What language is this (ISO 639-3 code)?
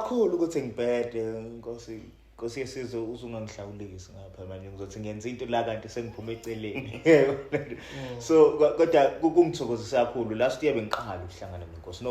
zul